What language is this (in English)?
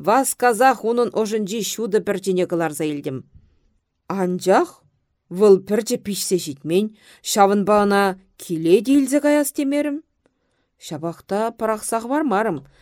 Chuvash